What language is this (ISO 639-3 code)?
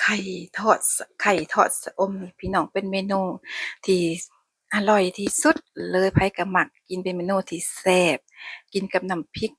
lao